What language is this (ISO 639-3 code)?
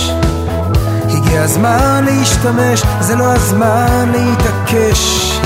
heb